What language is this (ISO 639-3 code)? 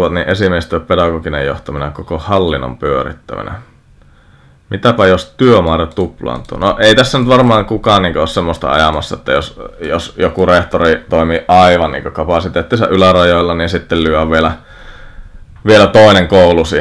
fin